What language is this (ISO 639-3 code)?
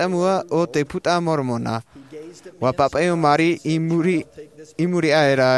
tah